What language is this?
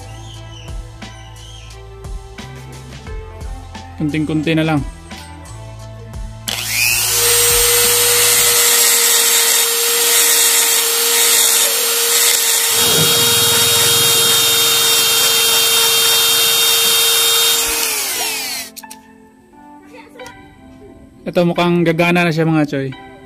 Filipino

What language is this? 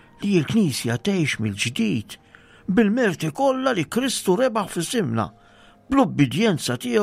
Maltese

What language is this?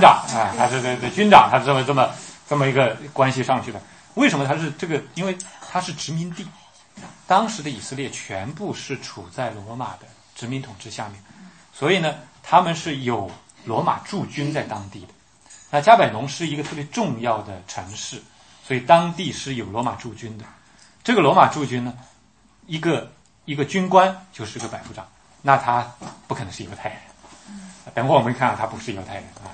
Chinese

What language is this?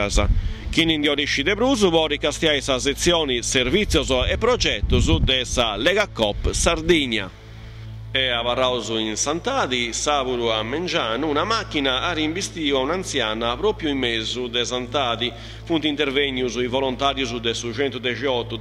Sardinian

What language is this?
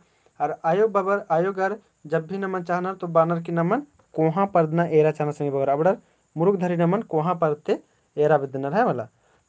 Kurukh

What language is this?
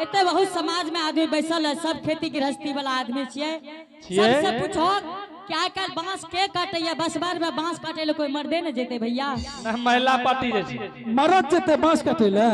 Angika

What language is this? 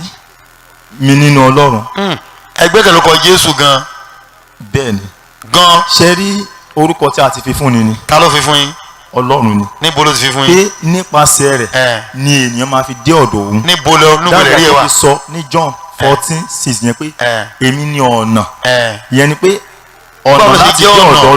Yoruba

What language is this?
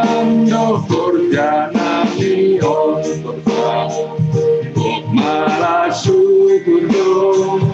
Batak Simalungun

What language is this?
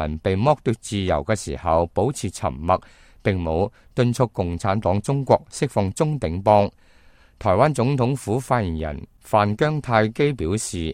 Cantonese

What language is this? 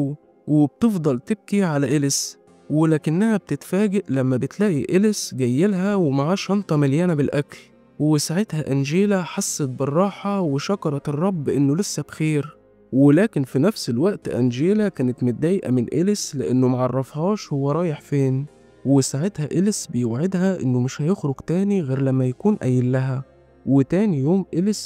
Egyptian Arabic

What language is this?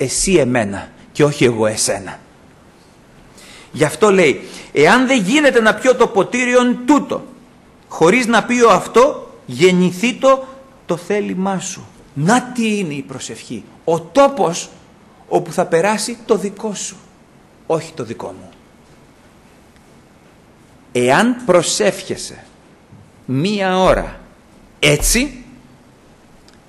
Greek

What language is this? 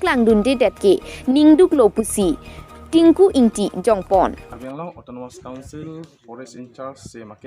Karbi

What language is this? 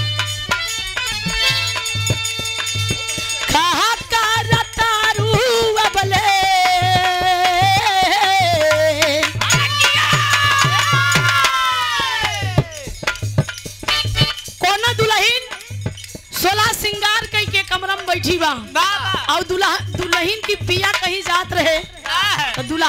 Bhojpuri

